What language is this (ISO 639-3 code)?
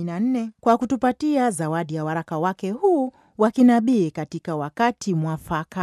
swa